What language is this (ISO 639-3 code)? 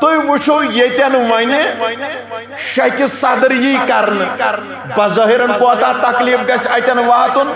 kas